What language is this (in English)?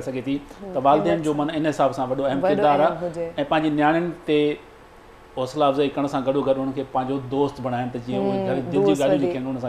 Sindhi